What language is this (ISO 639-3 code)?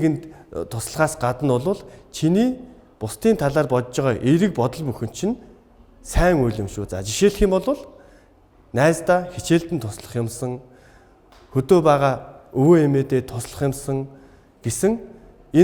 mon